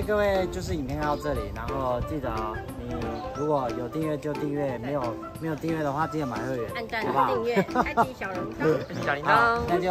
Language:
Chinese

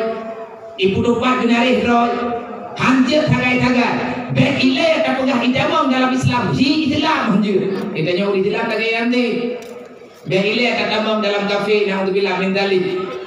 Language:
Achinese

